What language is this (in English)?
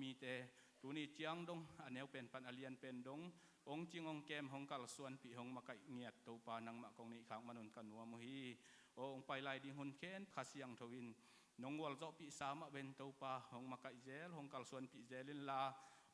Tedim Chin